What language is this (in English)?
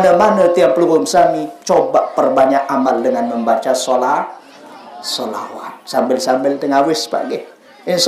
Sasak